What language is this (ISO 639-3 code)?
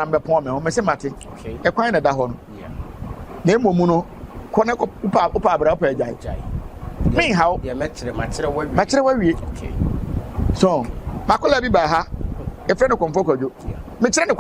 aka